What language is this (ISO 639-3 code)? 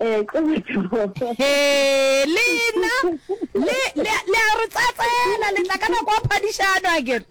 nso